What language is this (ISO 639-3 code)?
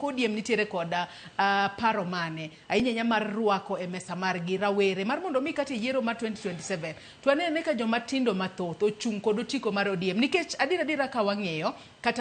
luo